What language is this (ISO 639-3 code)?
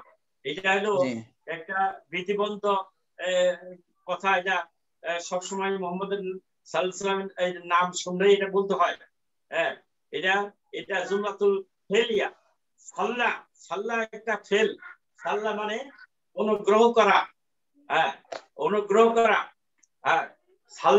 ben